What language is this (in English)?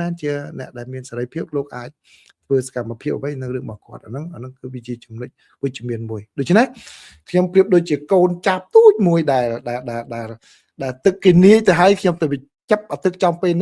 Khmer